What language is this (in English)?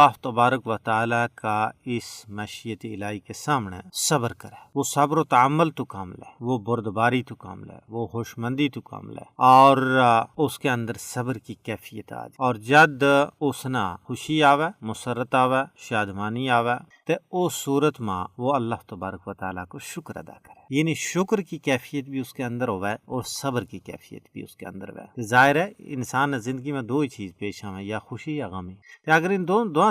Gujari